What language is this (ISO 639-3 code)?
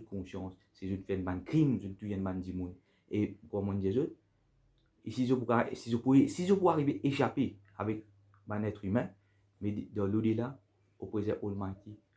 mfe